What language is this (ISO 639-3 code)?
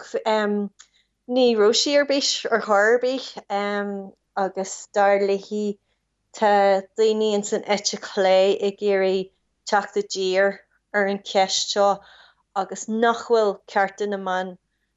gle